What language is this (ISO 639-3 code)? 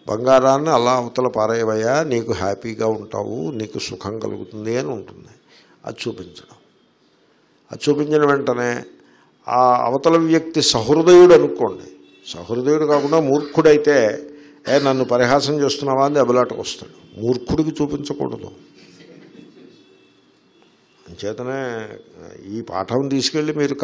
tel